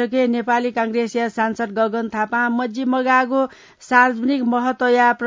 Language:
Newari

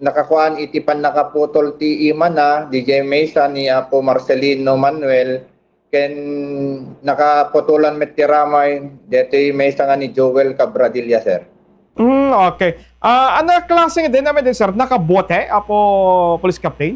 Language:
Iloko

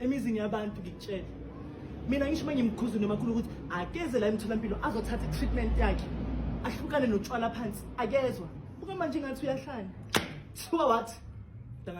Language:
Zulu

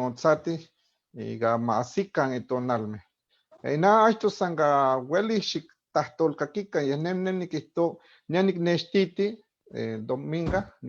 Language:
Eastern Huasteca Nahuatl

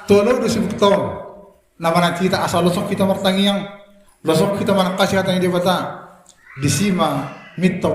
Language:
Batak Toba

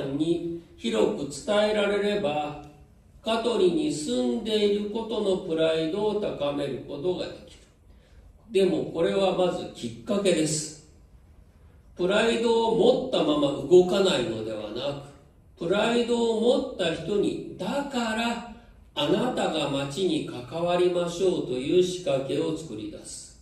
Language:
Japanese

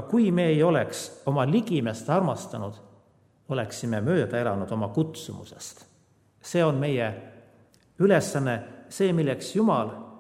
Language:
Estonian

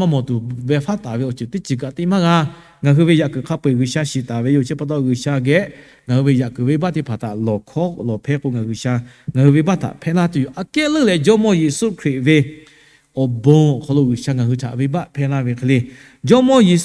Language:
Lahu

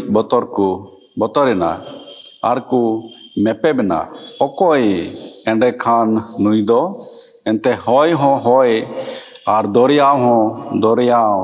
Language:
Santali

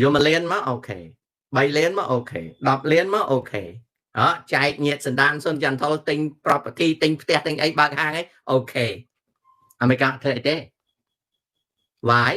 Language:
Khmer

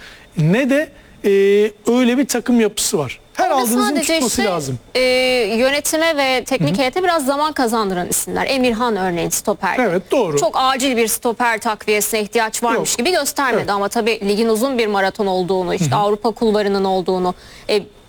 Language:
Turkish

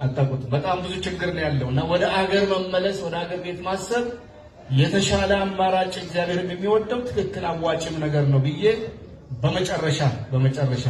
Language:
Amharic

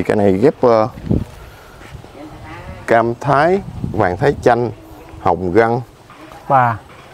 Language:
Vietnamese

